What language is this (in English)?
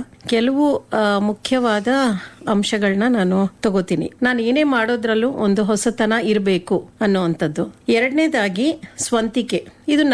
Kannada